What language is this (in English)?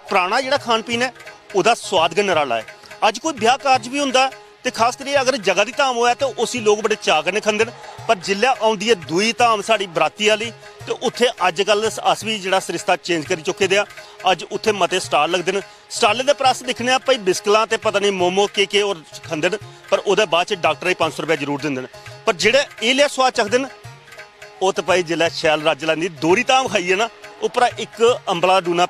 Dogri